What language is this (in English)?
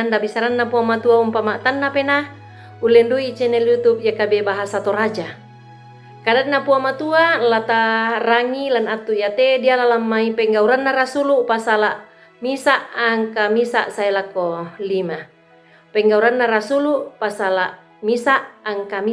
Toraja-Sa'dan